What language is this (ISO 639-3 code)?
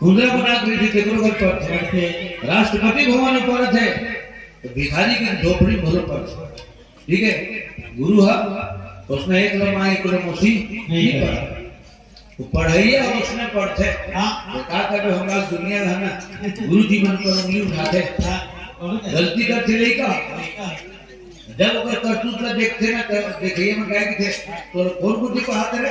hne